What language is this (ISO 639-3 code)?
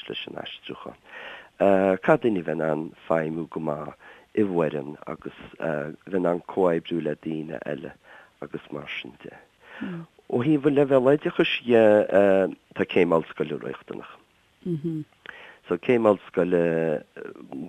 gle